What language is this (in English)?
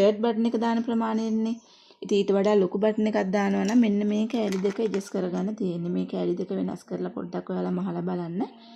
Sinhala